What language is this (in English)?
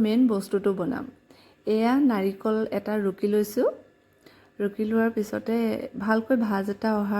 Assamese